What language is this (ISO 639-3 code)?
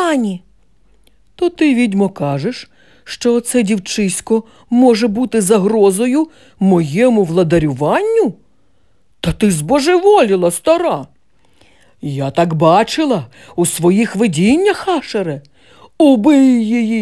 ukr